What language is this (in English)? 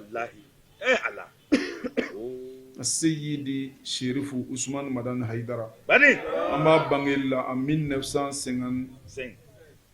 Bambara